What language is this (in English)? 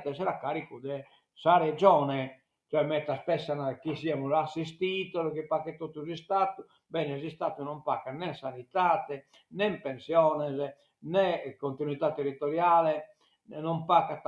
Sardinian